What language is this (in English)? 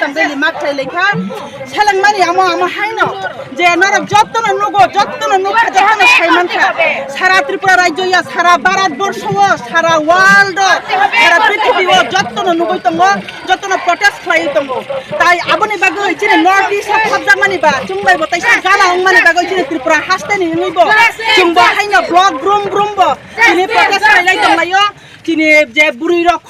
Kok Borok